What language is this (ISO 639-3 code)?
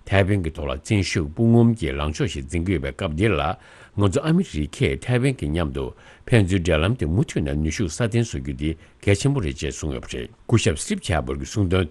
bod